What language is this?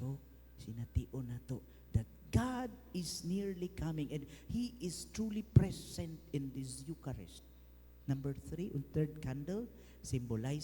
Cebuano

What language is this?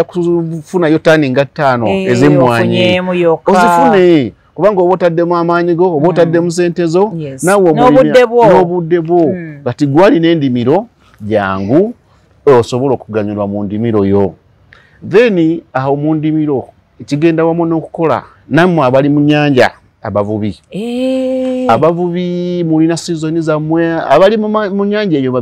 Ganda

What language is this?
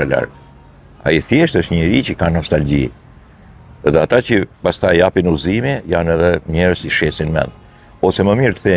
Albanian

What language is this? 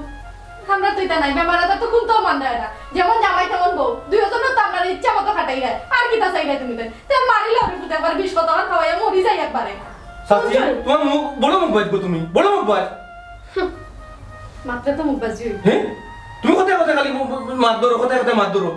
Sylheti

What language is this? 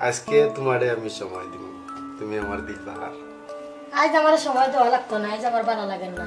Sylheti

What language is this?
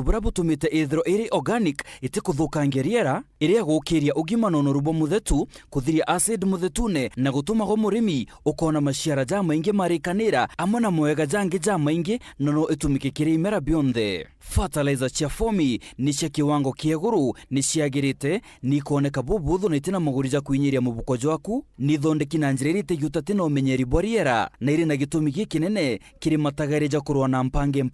Meru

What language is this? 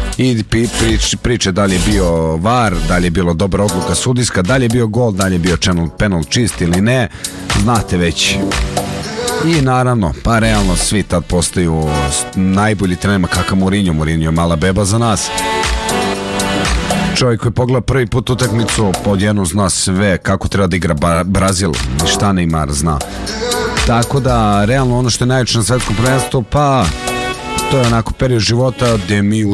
Serbian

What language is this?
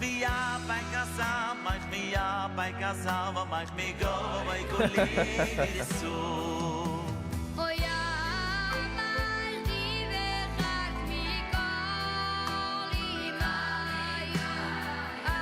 Yiddish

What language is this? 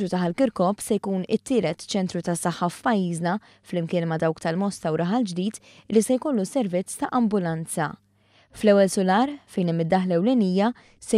Maltese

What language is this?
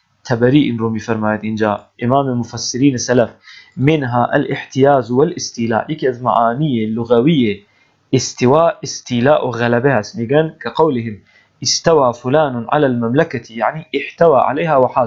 Persian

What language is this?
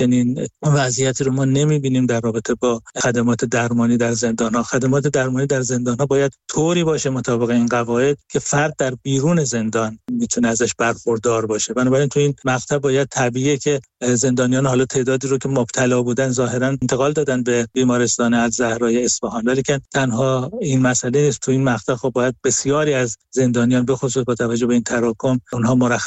Persian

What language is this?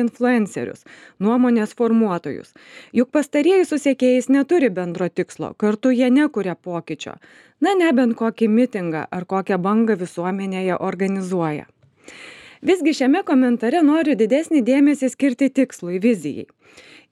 Lithuanian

